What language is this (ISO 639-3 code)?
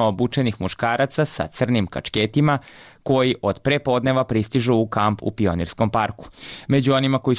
srp